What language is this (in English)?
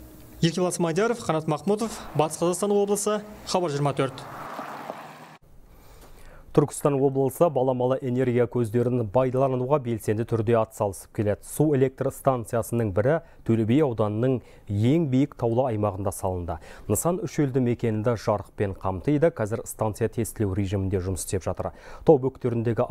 Kazakh